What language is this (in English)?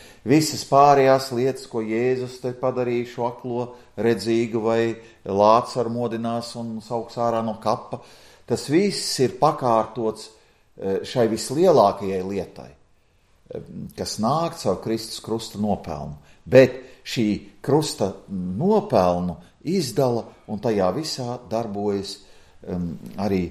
Latvian